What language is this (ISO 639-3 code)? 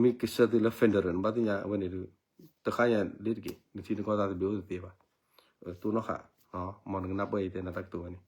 ksw